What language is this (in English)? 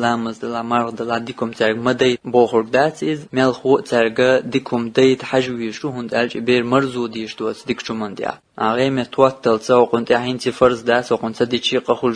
Chechen